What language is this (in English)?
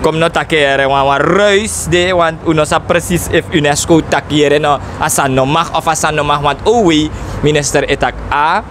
Sranan Tongo